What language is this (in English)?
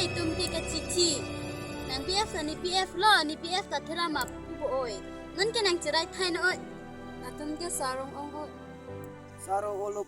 Karbi